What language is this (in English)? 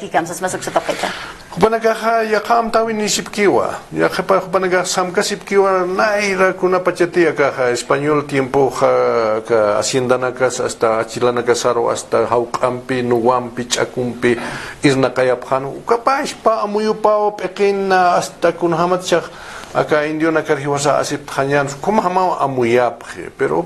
Aymara